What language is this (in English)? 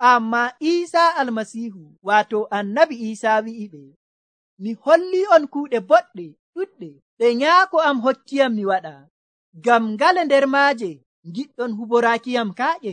Nigerian Fulfulde